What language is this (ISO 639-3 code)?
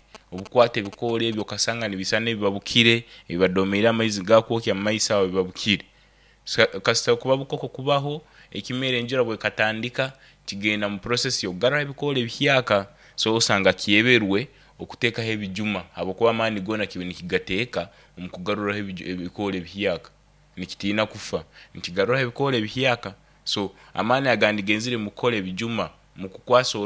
nyn